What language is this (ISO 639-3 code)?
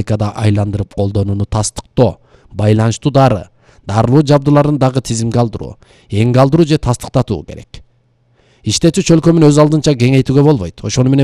kir